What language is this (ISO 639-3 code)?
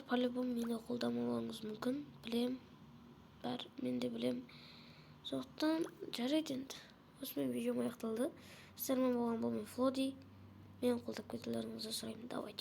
kaz